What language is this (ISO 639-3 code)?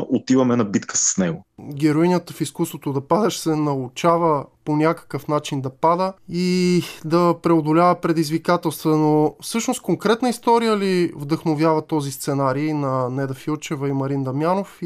bul